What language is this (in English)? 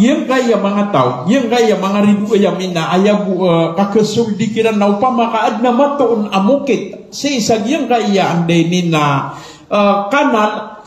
Maranao